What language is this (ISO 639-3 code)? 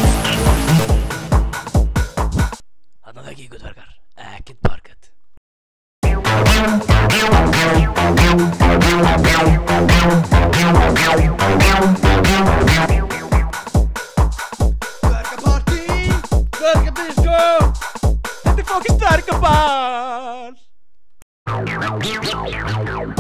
isl